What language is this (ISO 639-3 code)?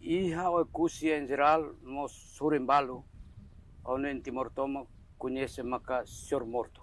tet